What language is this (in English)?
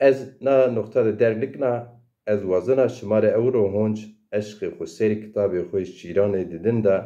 Zaza